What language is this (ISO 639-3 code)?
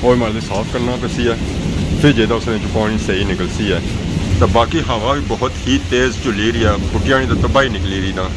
phr